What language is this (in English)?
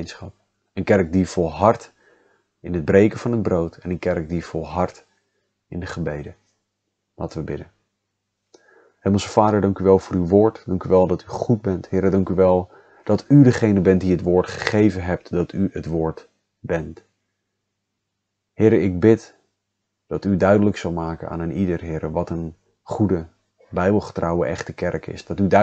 Dutch